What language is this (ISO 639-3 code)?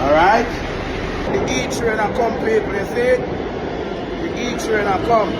jam